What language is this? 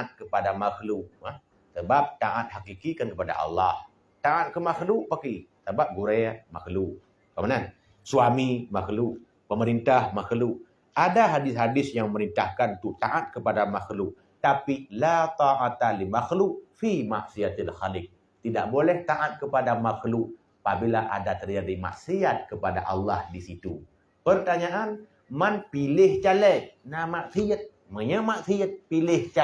Achinese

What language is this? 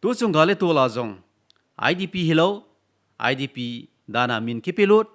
Thado Chin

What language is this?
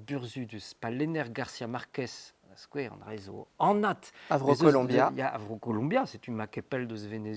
Breton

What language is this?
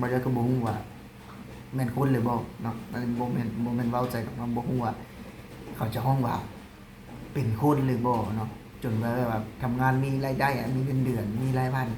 Lao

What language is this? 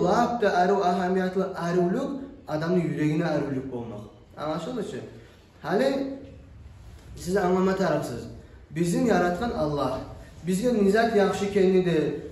Kumyk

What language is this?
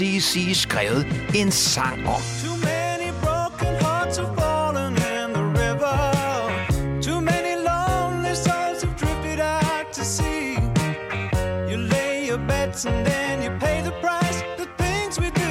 Danish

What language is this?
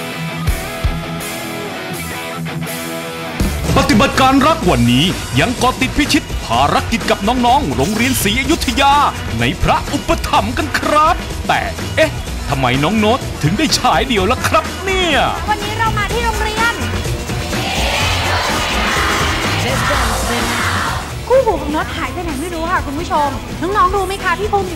Thai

